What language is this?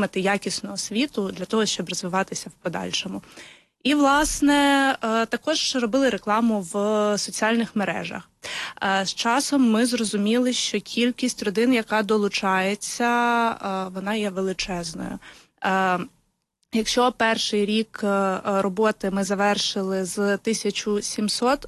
Ukrainian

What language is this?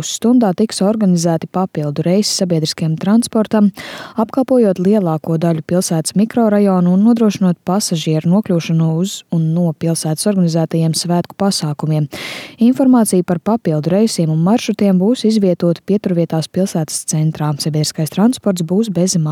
Latvian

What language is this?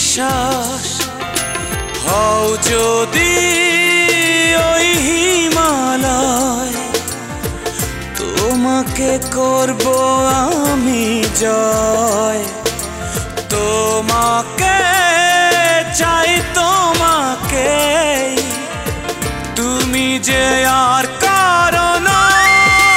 Bangla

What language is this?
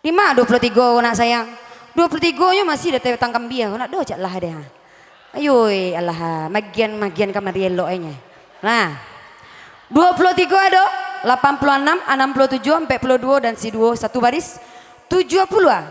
Minangkabau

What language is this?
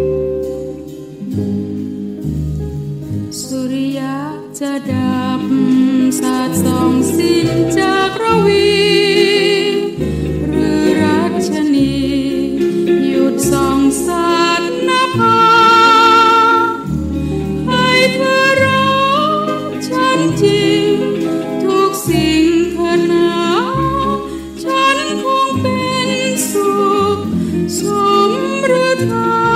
Thai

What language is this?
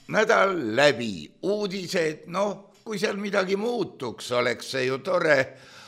Estonian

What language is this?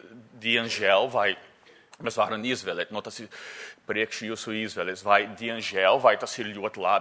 Latvian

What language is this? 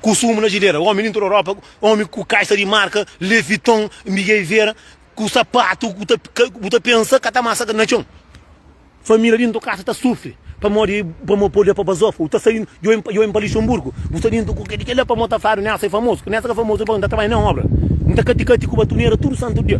Kabuverdianu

